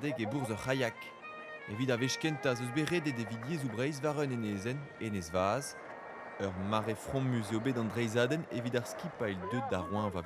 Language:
Breton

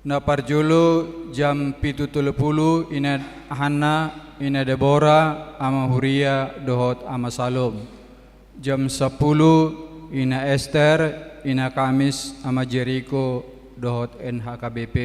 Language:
Batak Toba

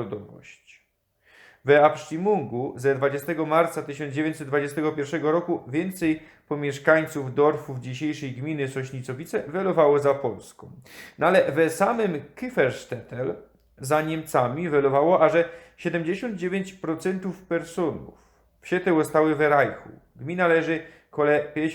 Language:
Silesian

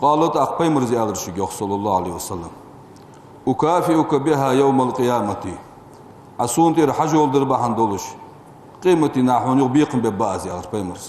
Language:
Ingush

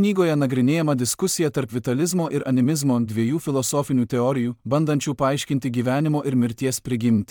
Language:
Lithuanian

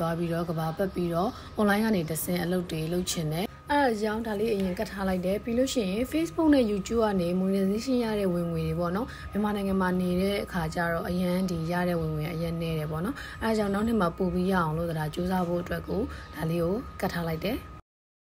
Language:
Burmese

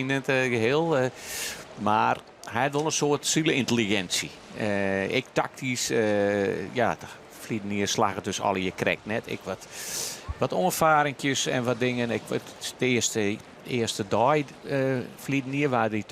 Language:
Western Frisian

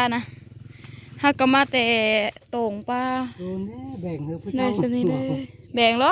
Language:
Northeastern Thai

